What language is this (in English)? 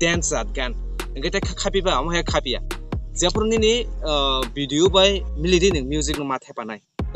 Kok Borok